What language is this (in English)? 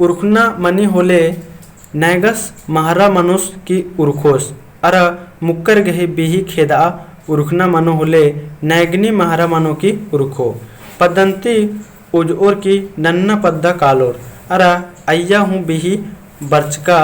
Kurukh